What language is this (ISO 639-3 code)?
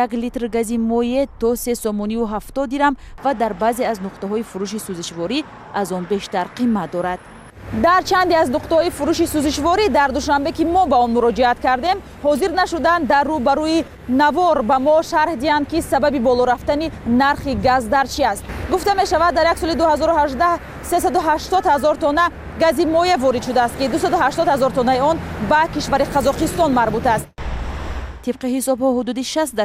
tgk